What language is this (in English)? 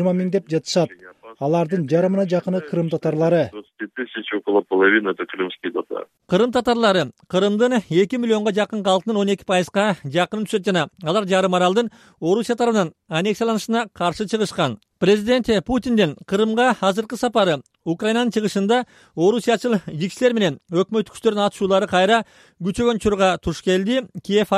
Kyrgyz